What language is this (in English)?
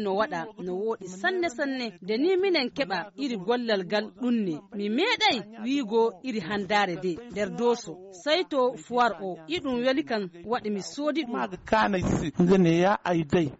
Nigerian Fulfulde